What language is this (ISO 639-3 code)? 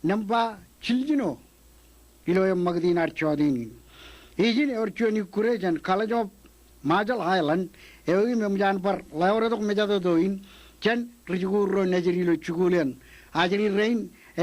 mah